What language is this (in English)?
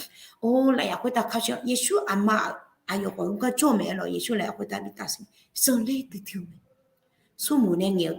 Akha